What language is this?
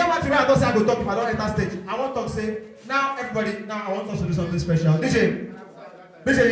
Nigerian Pidgin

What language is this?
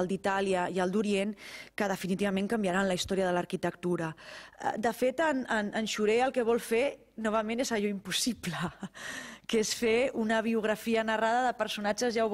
Catalan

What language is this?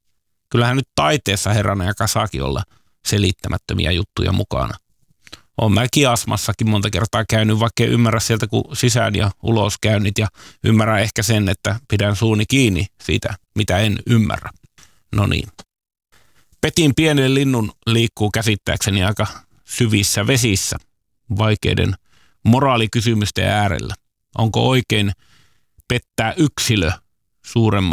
Finnish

